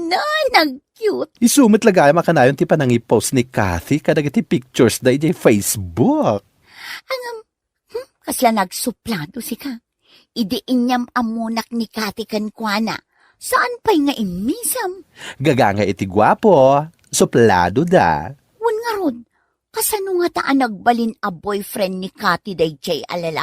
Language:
Iloko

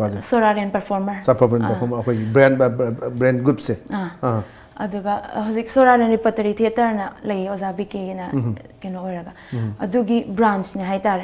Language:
Manipuri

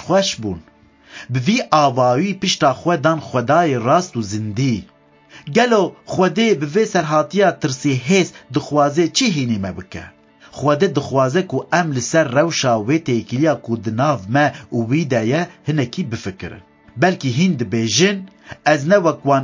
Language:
Kurdish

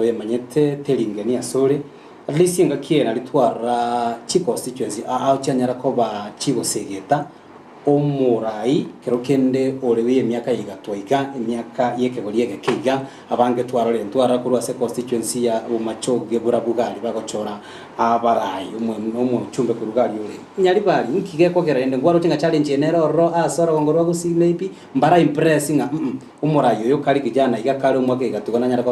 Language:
Gusii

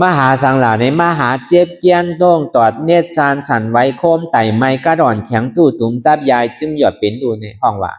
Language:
Shan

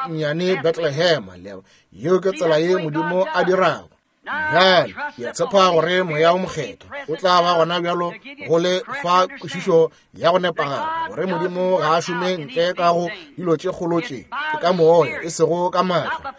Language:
Northern Sotho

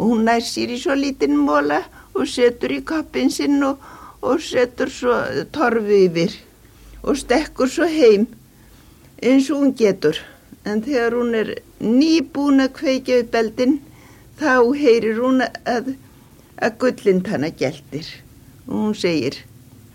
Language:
Icelandic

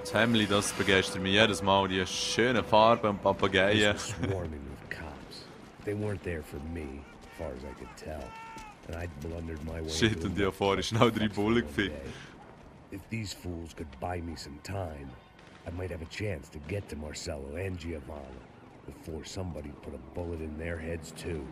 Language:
Swiss German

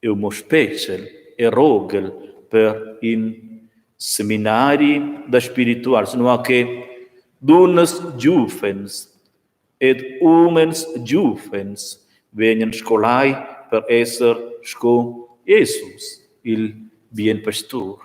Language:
Romansh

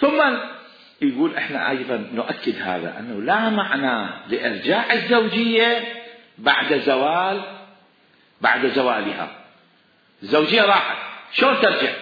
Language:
Mesopotamian Arabic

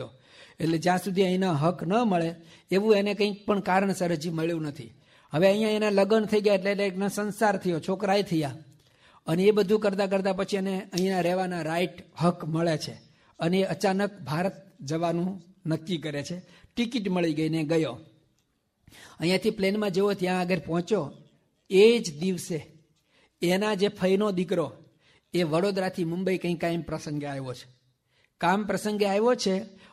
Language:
Gujarati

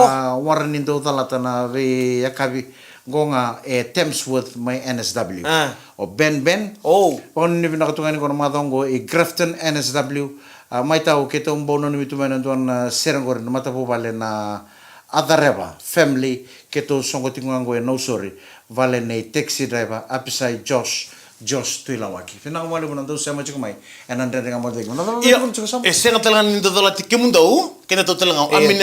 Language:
Fijian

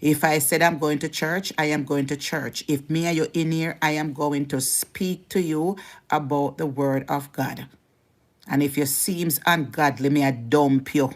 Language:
Jamaican Creole English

